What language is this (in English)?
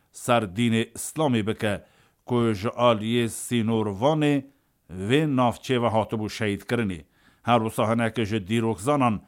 Kurdish